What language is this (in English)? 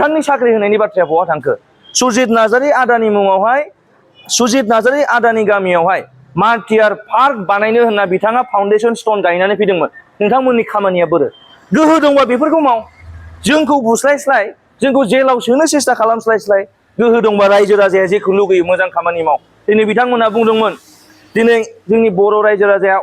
Bodo